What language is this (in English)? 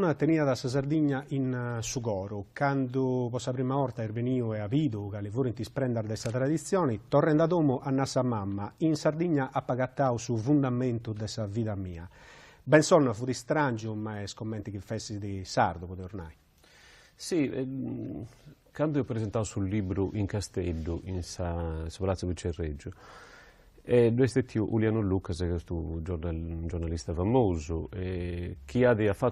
Sardinian